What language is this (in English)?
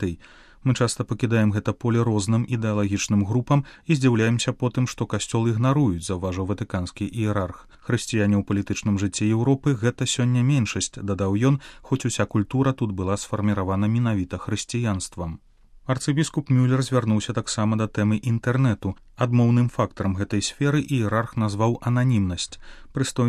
Belarusian